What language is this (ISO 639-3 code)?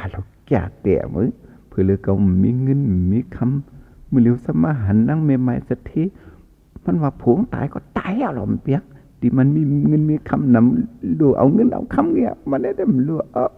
shn